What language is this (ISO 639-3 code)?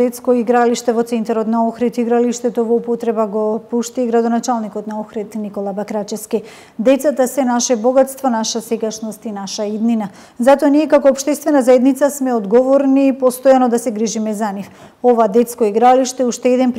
mkd